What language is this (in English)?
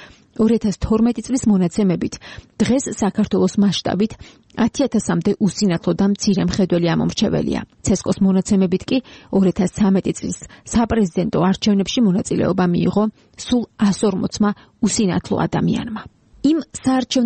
Georgian